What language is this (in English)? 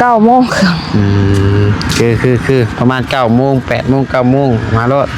Northeastern Thai